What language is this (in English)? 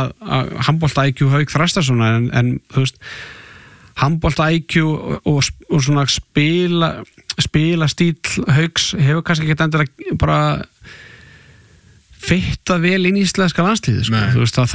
Icelandic